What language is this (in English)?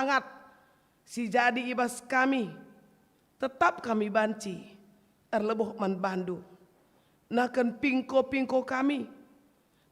Batak Karo